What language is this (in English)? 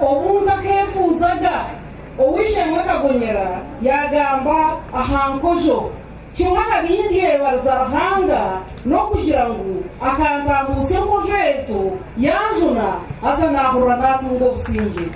Nyankole